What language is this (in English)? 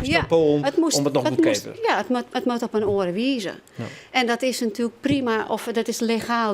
Western Frisian